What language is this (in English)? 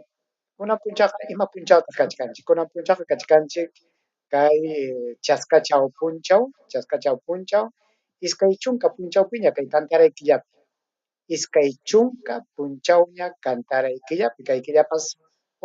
Ayacucho Quechua